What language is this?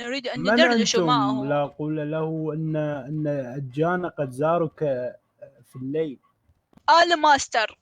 Mesopotamian Arabic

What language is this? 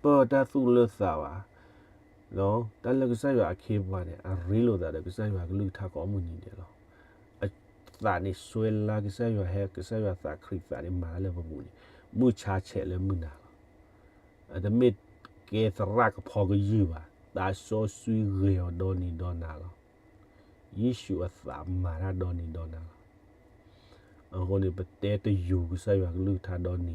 S'gaw Karen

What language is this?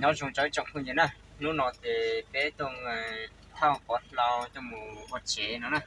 Hmong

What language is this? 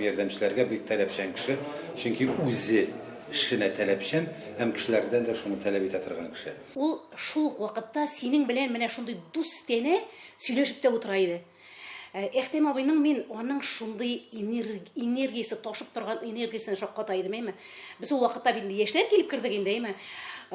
Tatar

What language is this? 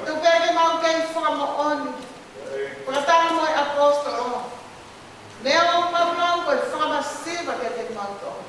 Tongan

